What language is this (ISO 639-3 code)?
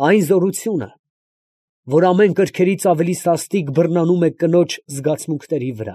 hye